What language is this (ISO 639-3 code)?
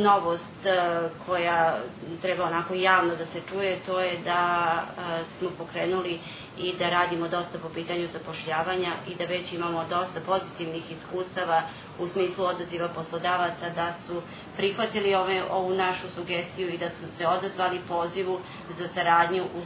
srp